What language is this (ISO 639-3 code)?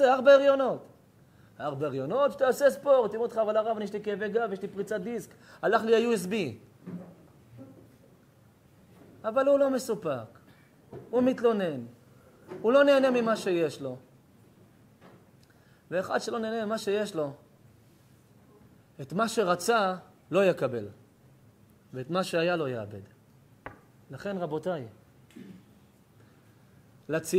heb